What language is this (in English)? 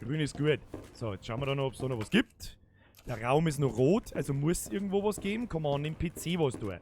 Bavarian